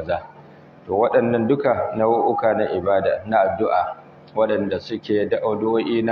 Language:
Hausa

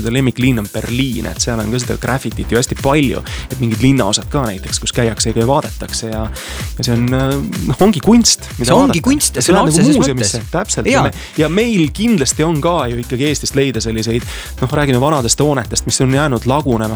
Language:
Estonian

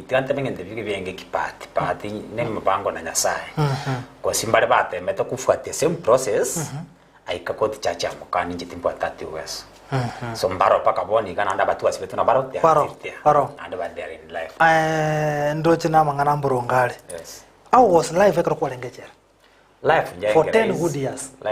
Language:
Gusii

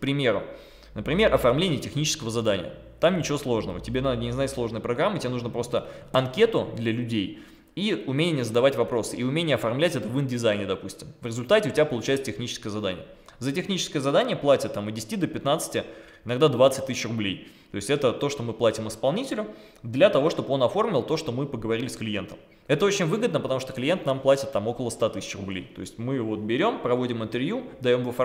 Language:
Russian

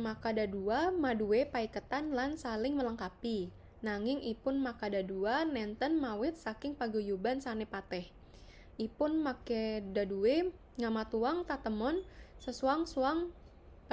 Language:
Balinese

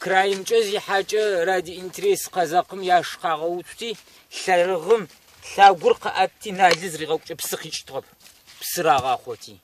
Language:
Kabardian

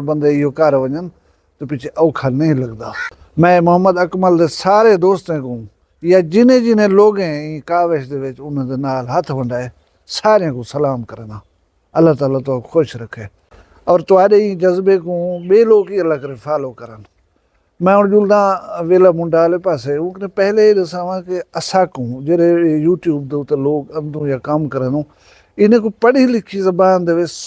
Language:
Saraiki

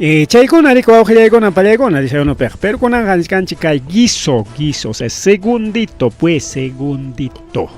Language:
Ayacucho Quechua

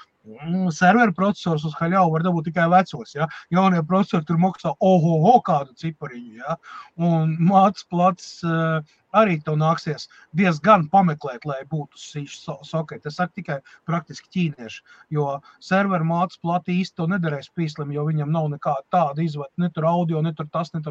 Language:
Latvian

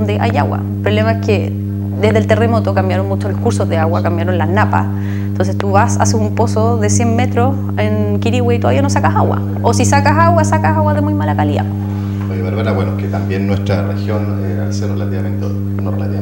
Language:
Spanish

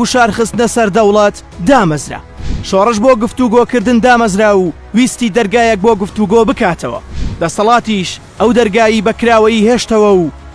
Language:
Central Kurdish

